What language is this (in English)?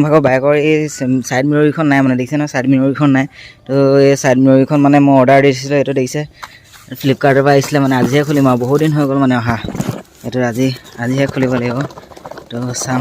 Assamese